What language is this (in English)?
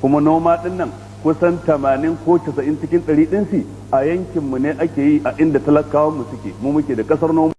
Hausa